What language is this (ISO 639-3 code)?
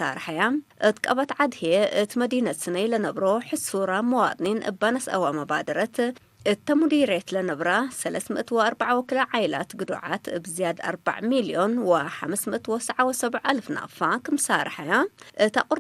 tig